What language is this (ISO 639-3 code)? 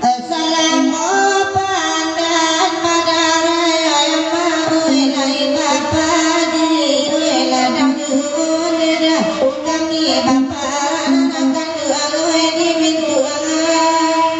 min